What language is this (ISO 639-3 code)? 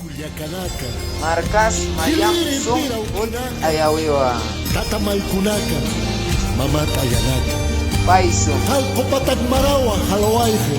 aym